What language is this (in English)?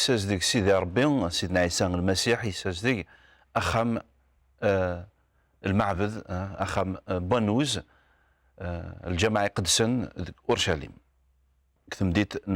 Kabyle